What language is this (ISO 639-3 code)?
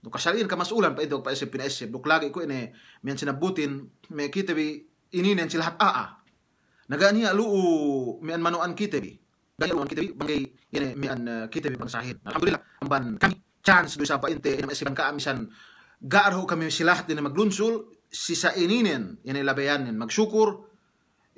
yka